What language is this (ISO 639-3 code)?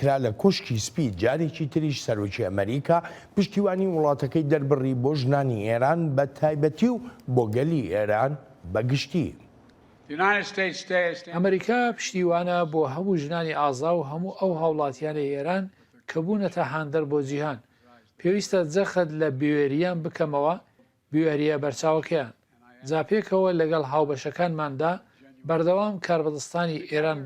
ckb